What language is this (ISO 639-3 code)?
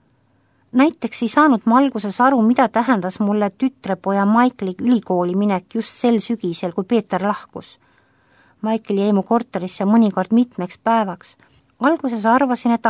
est